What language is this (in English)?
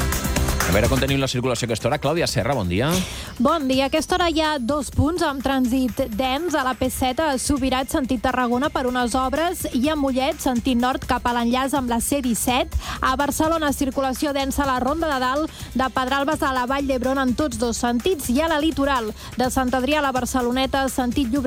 Catalan